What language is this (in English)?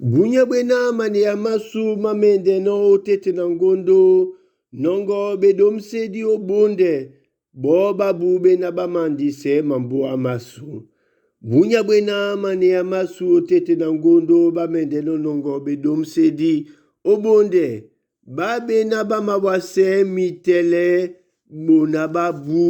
Duala